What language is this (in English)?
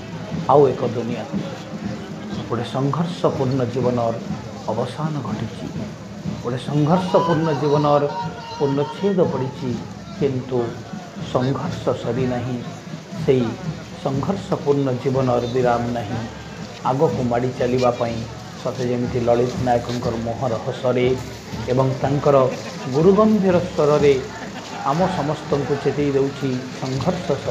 Odia